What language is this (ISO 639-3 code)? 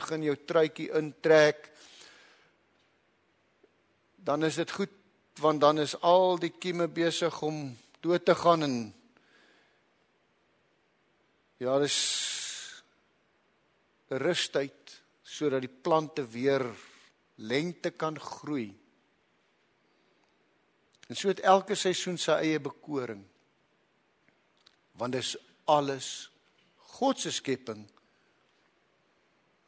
afr